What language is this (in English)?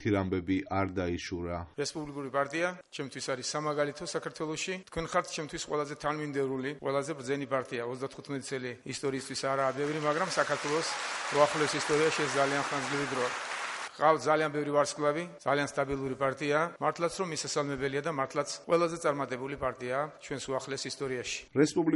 Georgian